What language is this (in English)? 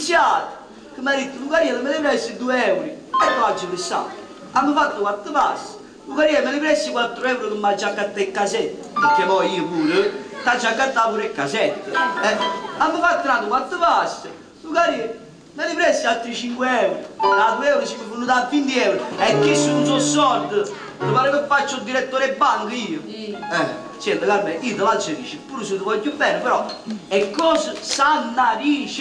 Neapolitan